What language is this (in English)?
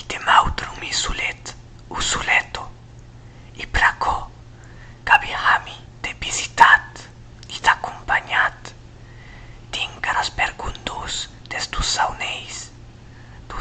Occitan